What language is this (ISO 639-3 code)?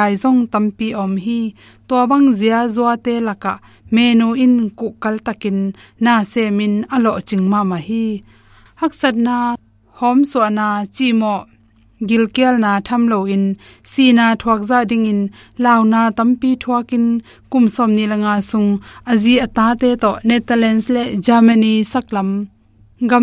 ctd